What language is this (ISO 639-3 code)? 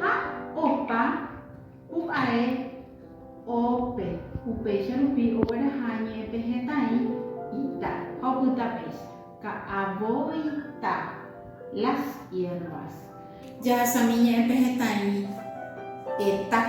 grn